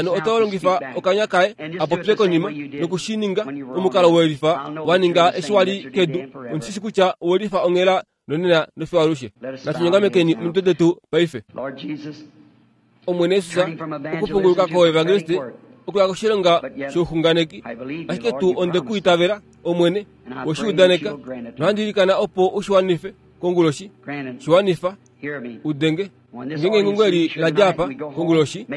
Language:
Kuanyama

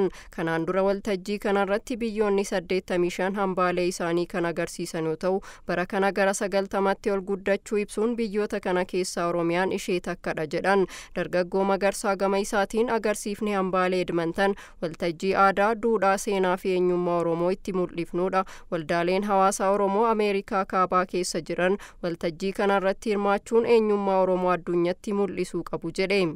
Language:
Oromo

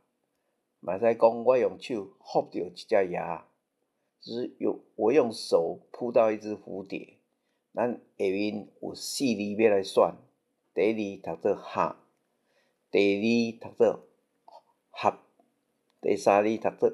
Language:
Min Nan Chinese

